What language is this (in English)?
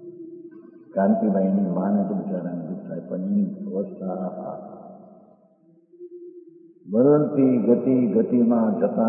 Gujarati